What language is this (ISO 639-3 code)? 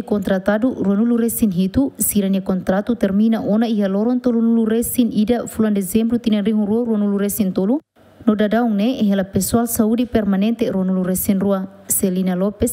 tet